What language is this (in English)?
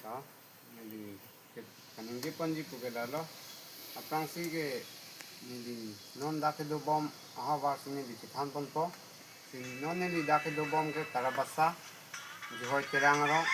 Karbi